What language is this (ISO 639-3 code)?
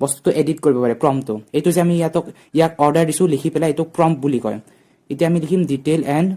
asm